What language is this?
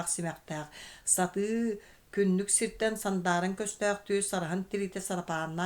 Yakut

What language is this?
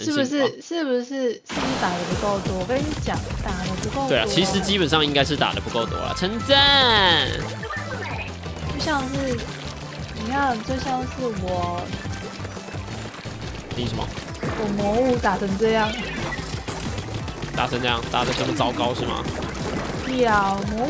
Chinese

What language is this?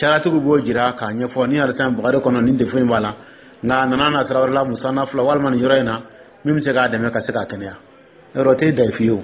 Dyula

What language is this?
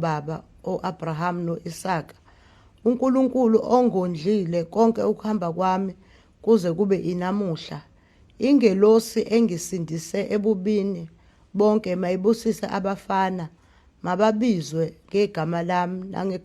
Zulu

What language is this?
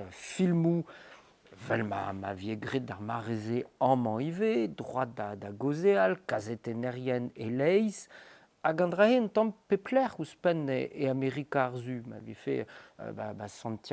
Breton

